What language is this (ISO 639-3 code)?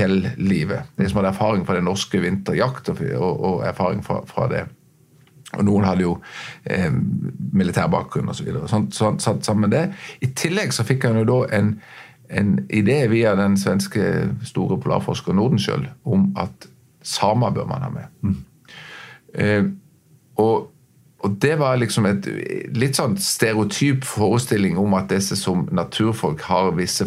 nor